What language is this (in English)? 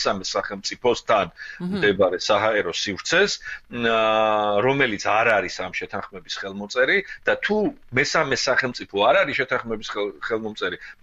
Georgian